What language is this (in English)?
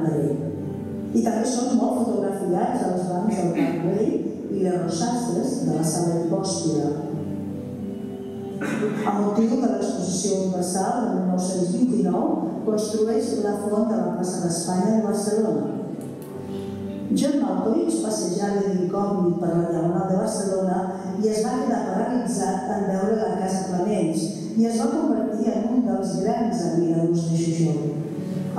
Catalan